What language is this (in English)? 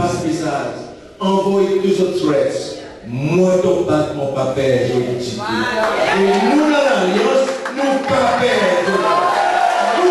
Seselwa Creole French